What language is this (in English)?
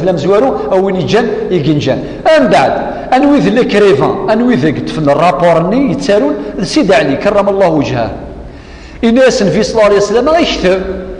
Kabyle